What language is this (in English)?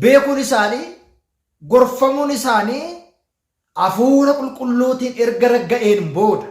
Oromo